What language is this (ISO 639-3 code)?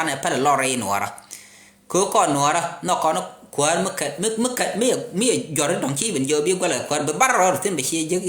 nus